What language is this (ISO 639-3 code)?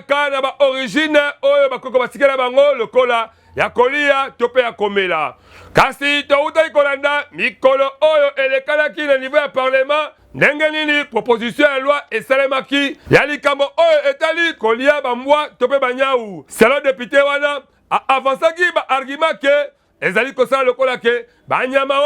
lin